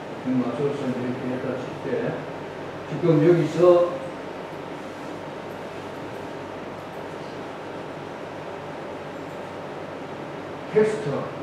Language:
Korean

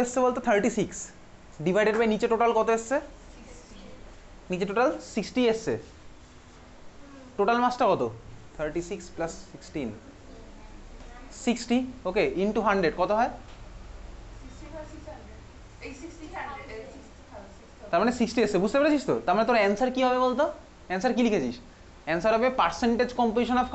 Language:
Bangla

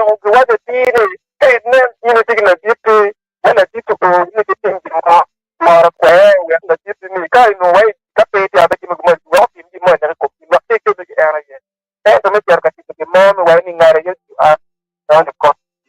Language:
Acoli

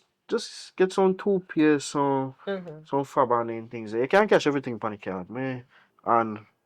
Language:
Jamaican Creole English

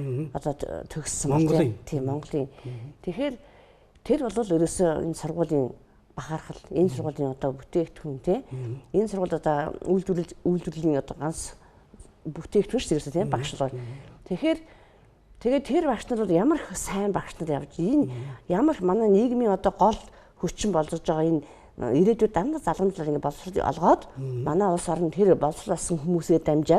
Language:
Mongolian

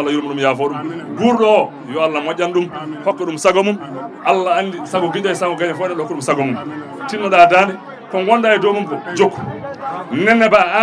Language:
Fula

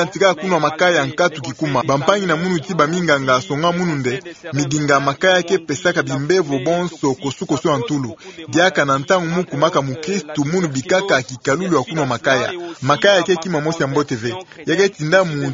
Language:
Kituba (Democratic Republic of Congo)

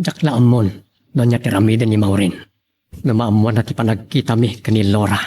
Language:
Iloko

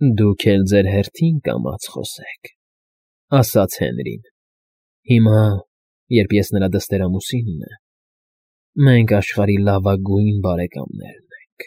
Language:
Armenian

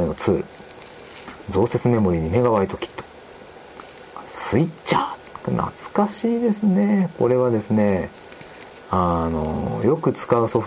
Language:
Japanese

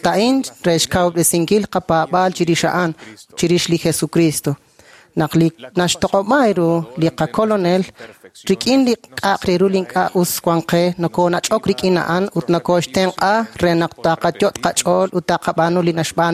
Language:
Kekchí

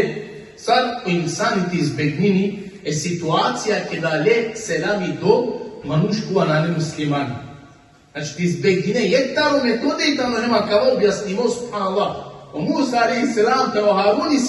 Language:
Balkan Romani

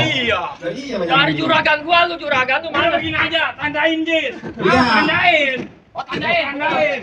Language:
Betawi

